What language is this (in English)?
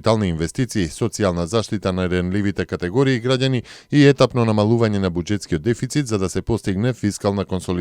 Macedonian